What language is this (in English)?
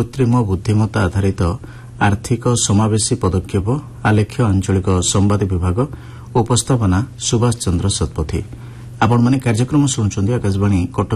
Odia